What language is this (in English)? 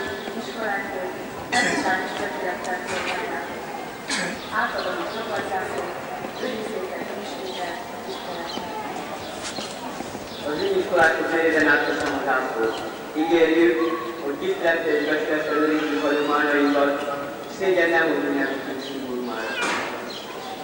Hungarian